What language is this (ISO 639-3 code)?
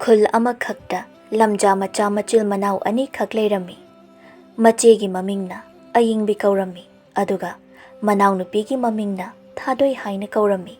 mni